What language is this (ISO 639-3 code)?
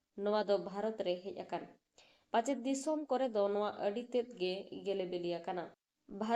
sat